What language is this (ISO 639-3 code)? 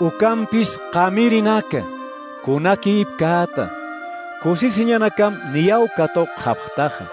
aym